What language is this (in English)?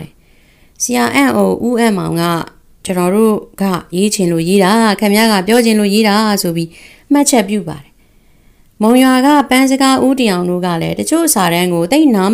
Burmese